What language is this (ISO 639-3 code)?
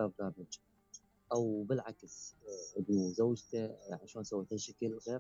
acm